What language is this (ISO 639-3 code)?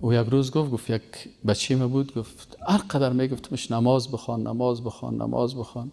fas